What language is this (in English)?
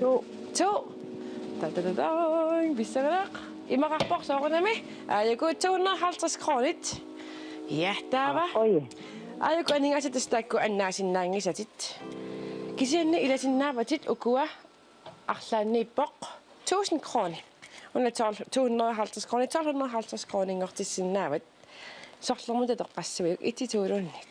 Kalaallisut